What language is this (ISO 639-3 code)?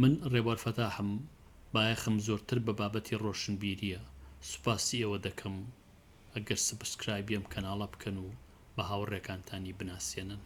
ckb